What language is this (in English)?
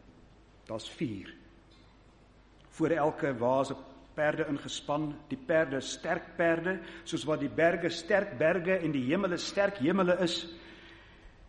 Afrikaans